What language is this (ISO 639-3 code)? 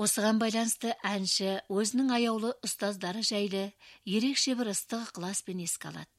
kaz